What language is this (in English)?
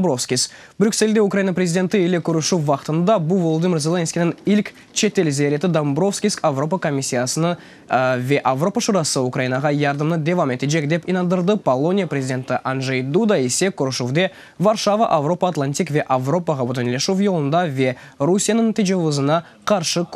Crimean Tatar